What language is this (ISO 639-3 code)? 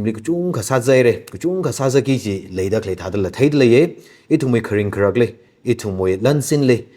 nmf